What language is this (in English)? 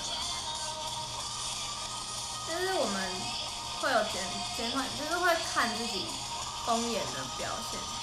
Chinese